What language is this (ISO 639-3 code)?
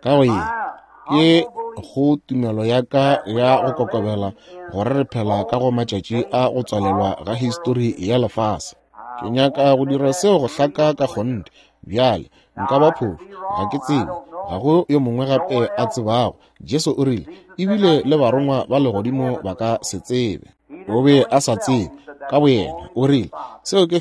nso